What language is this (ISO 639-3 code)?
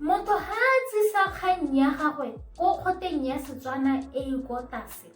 tsn